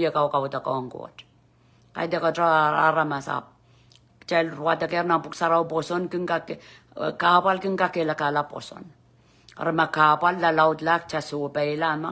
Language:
Pohnpeian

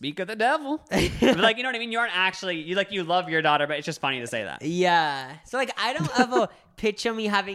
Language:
English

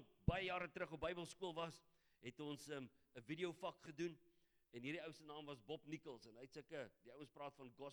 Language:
Afrikaans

